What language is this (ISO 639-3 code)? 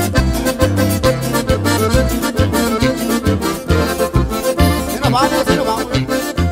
spa